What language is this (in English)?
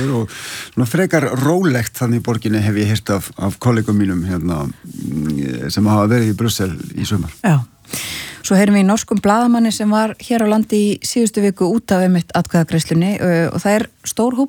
Icelandic